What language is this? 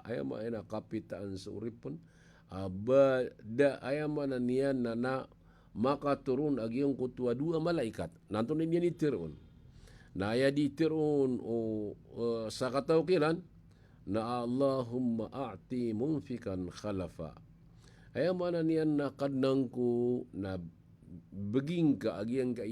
Maranao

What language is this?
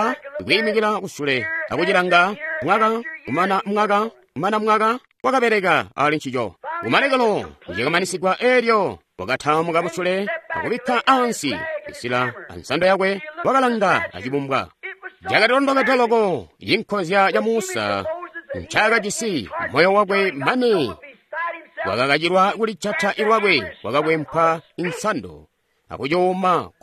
Tonga (Zambia)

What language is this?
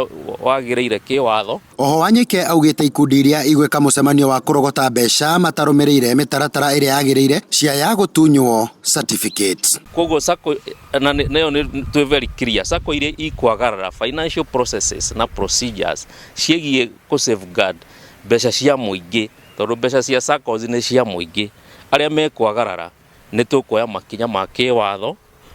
Kikuyu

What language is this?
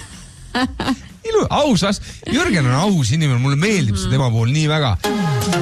Estonian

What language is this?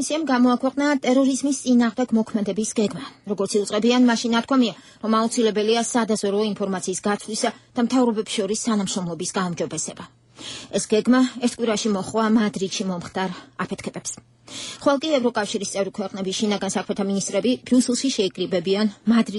Georgian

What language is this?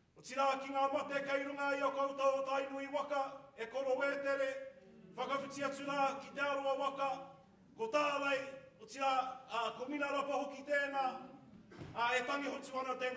Māori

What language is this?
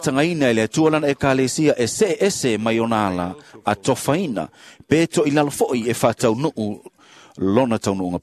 Samoan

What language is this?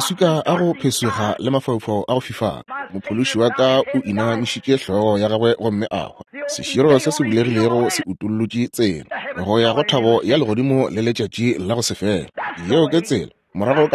Northern Sotho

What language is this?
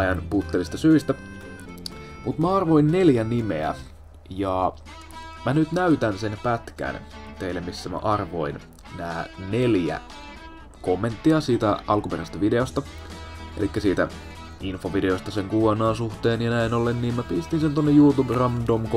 Finnish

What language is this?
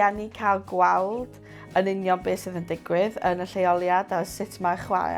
Welsh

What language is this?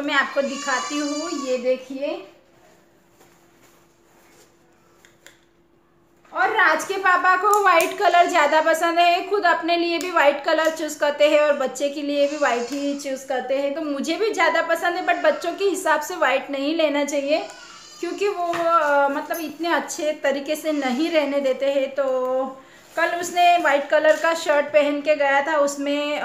Hindi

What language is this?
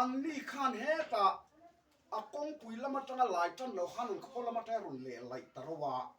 Mizo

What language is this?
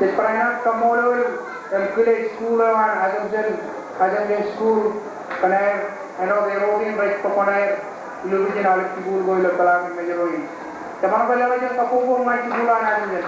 Marshallese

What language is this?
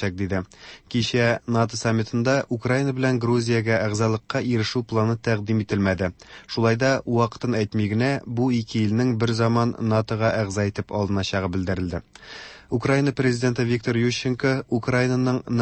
Tatar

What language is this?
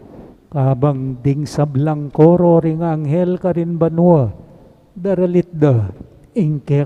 Pampanga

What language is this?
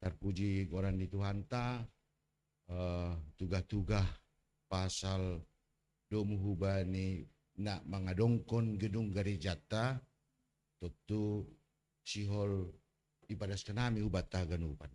Batak Simalungun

